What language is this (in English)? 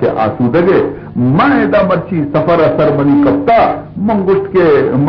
Baluchi